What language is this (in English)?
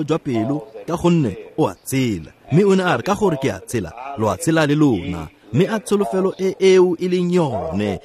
Tswana